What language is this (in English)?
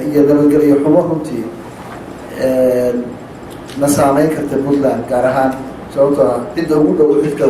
Somali